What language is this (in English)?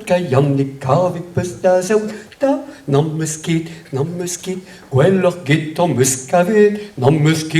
Breton